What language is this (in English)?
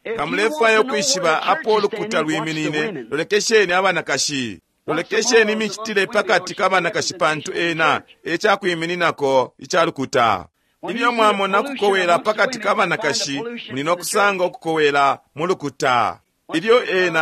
Bemba